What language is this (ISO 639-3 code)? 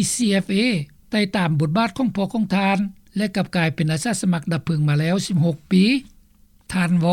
lao